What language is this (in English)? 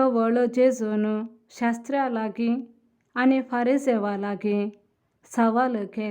Konkani